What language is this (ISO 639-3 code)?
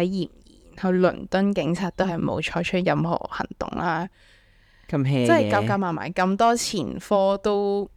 yue